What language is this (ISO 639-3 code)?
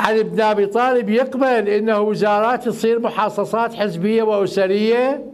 acm